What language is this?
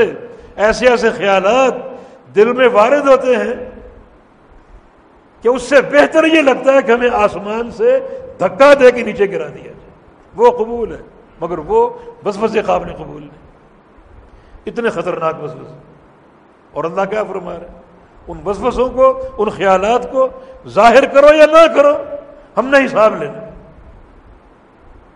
Urdu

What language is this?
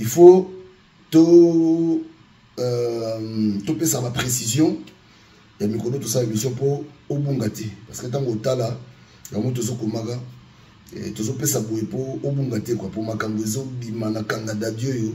Lingala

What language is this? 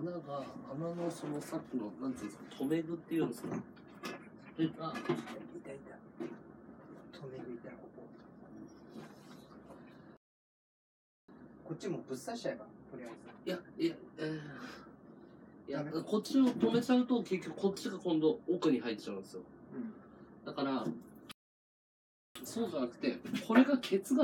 Japanese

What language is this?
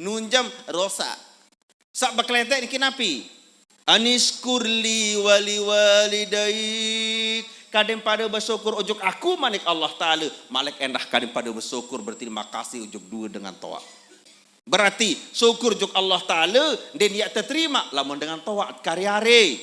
Sasak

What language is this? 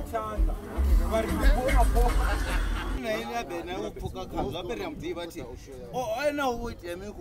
Venda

